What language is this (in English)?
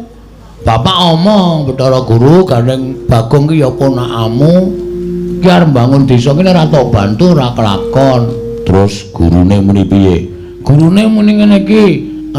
Javanese